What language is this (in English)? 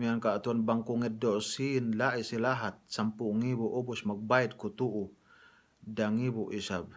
Yakan